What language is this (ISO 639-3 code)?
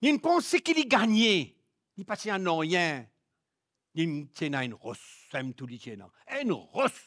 mfe